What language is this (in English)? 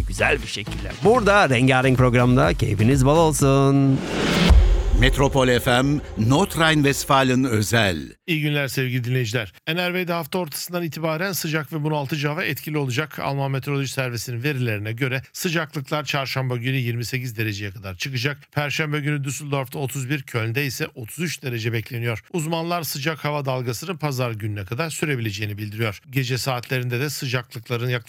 Turkish